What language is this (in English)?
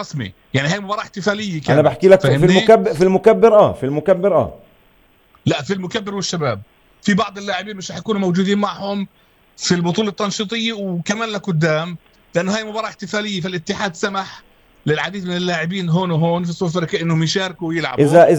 North Levantine Arabic